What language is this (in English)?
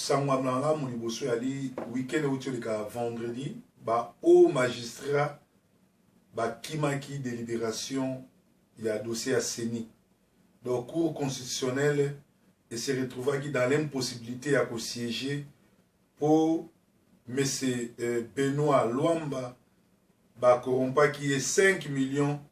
Lingala